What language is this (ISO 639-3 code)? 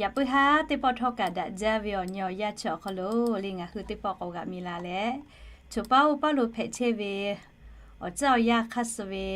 lhu